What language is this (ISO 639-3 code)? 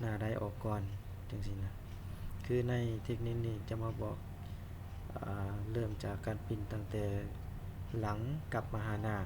lao